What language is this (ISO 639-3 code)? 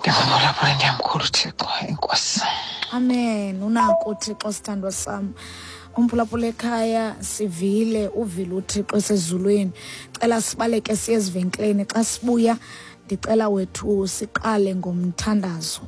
xho